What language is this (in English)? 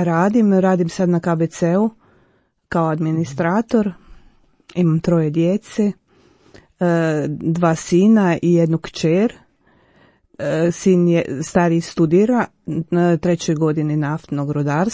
Croatian